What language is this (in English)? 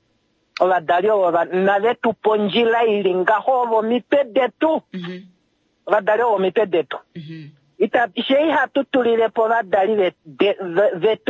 Kuanyama